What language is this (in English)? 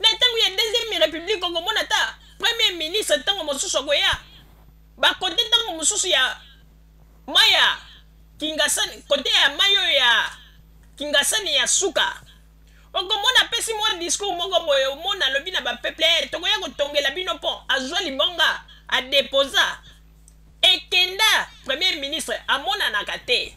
Lingala